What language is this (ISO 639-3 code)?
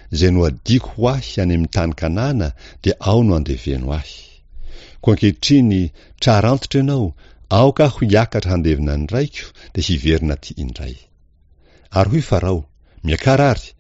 mlg